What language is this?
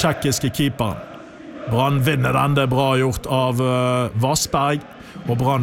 Norwegian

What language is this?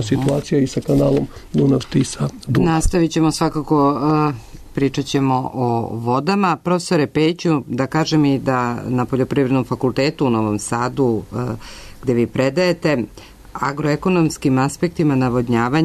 Serbian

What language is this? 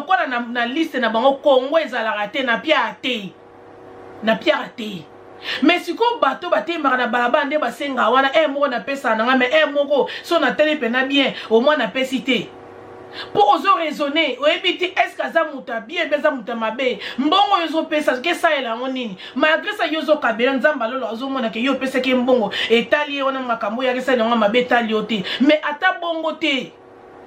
Lingala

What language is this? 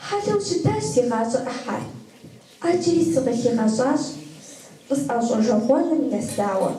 Kabardian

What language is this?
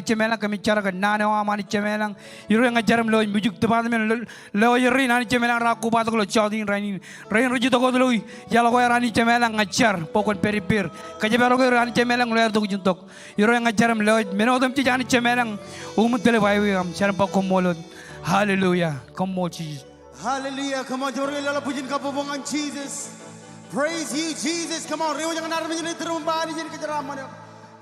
Marshallese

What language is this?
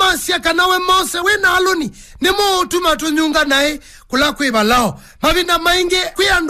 Kamba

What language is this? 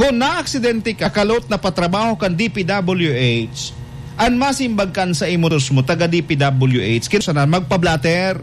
Bikol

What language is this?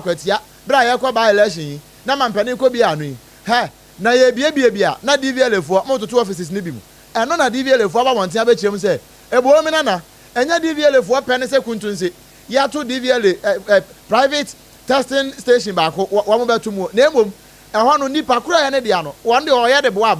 Akan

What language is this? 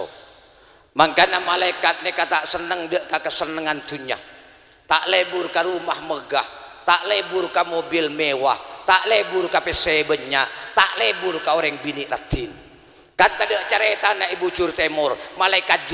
Madurese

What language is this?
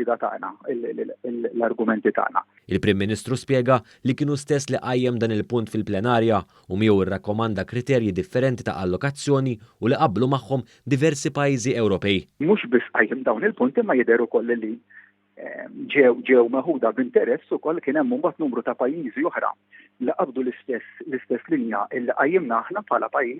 Maltese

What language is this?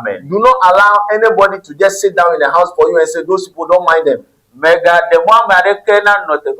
Ewe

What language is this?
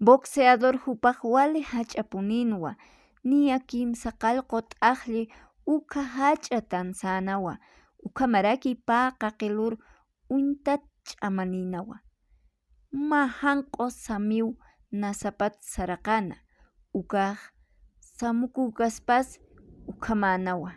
Aymara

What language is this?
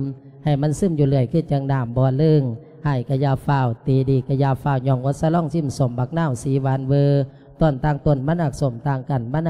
Lao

